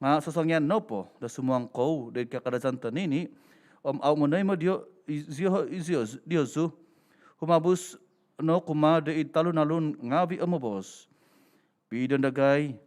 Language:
Central Dusun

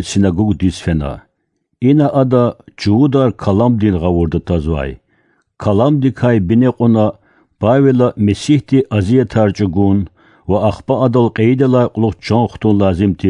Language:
Lezghian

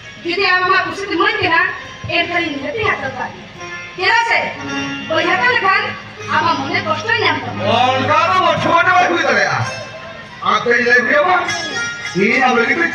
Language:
Santali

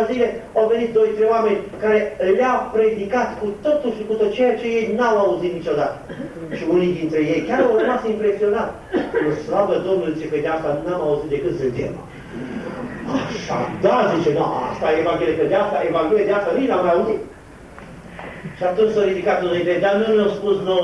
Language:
Romanian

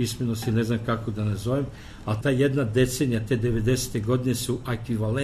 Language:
Serbian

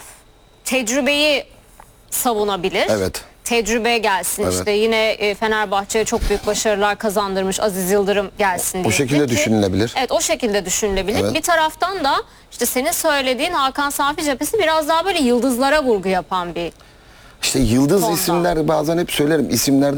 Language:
Turkish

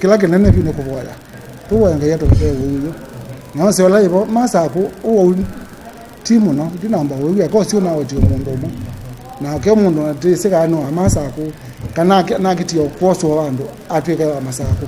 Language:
Kamba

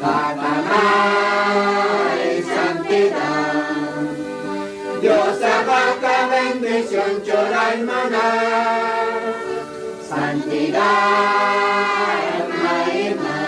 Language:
Aymara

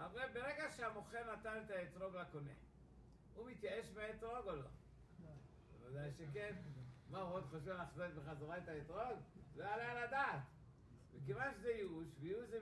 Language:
Hebrew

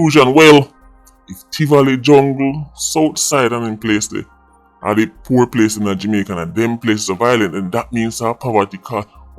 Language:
Jamaican Creole English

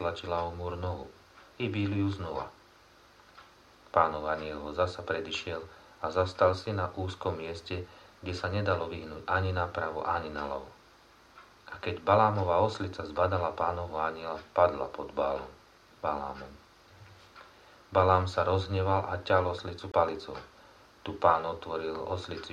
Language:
Slovak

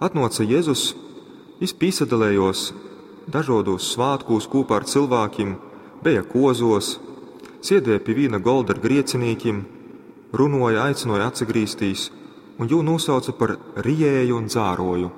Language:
Latgalian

